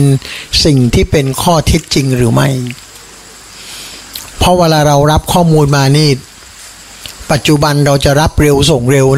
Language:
Thai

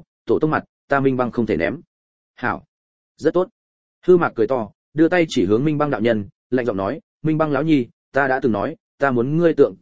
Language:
Vietnamese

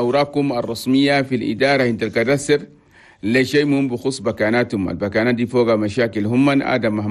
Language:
Chadian Arabic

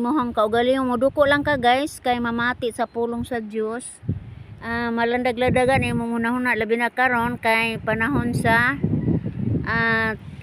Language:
Cebuano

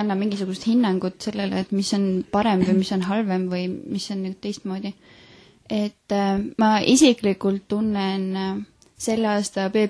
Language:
Estonian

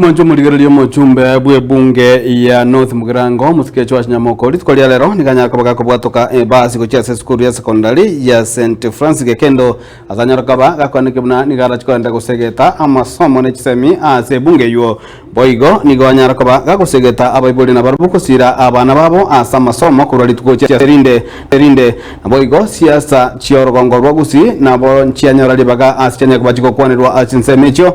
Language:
Gusii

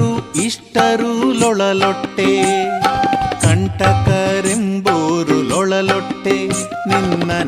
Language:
Kannada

